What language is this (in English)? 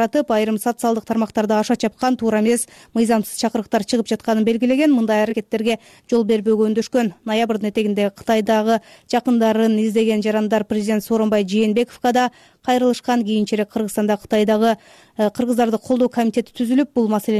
Kyrgyz